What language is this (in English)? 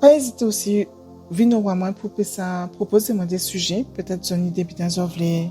Guadeloupean Creole French